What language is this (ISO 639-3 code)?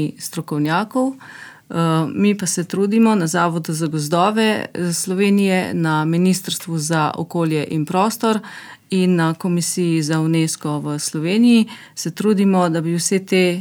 slv